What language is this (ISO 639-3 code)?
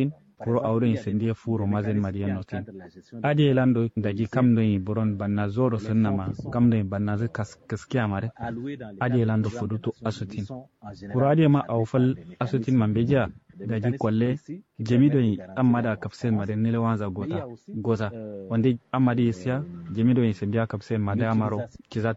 kau